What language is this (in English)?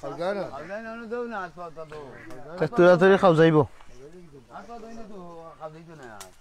Sylheti